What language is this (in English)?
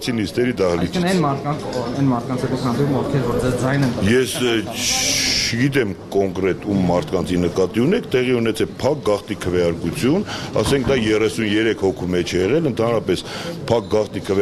Armenian